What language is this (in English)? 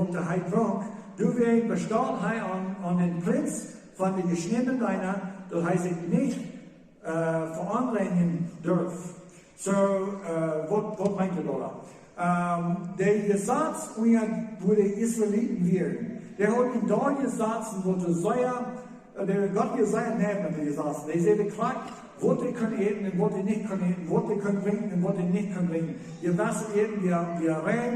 Plautdietsch